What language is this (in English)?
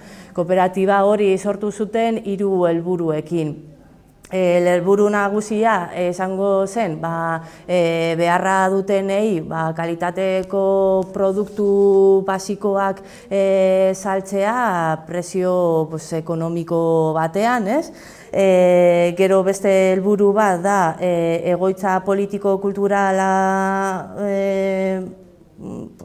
Basque